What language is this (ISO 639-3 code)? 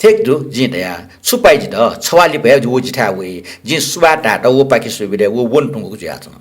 new